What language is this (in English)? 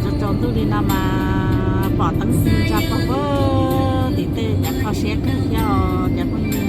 Hmong